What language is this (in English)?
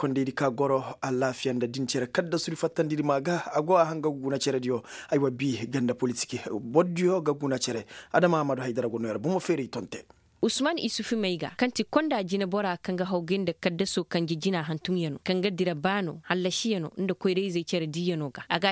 Koyraboro Senni